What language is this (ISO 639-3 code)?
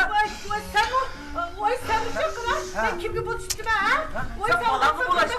uig